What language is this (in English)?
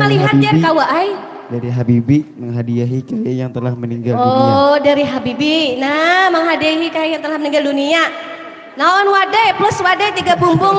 Banjar